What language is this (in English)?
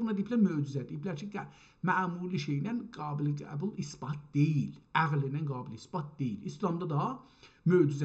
South Azerbaijani